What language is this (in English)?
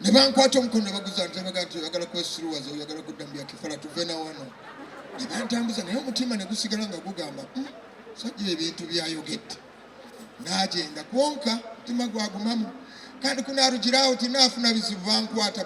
Nyankole